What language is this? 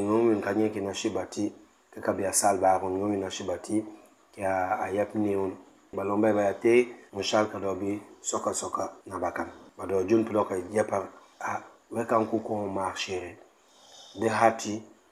Mankanya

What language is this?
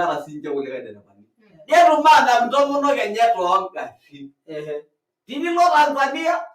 Masai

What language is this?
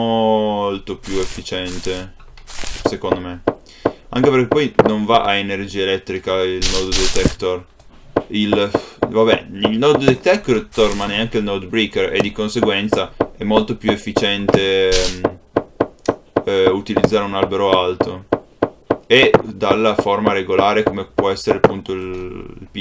Italian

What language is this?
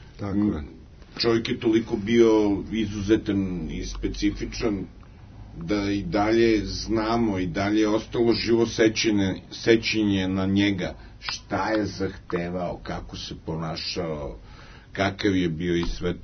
Serbian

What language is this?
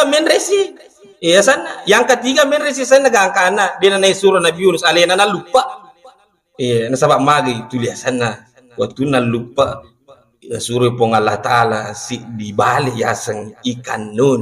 Buginese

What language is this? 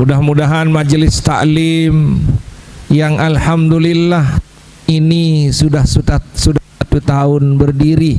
Sasak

